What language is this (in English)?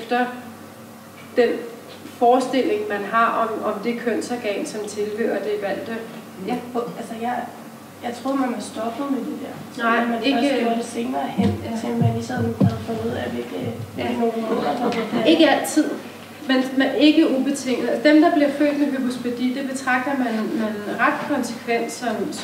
Danish